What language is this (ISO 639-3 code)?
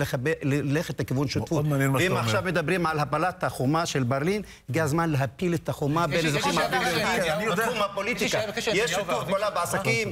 heb